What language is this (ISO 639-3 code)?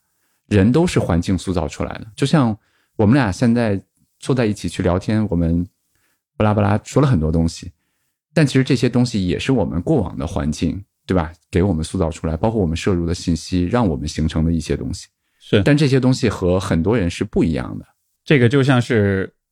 zho